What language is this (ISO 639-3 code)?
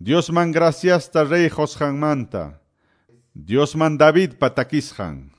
que